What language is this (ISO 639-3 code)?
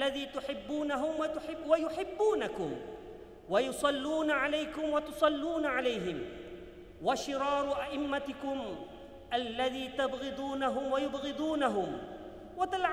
msa